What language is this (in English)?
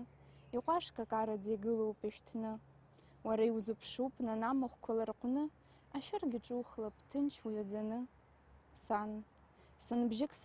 Abkhazian